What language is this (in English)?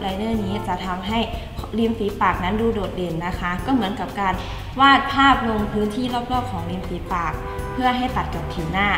Thai